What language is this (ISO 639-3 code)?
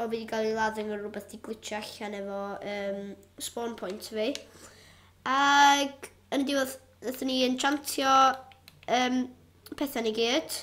cym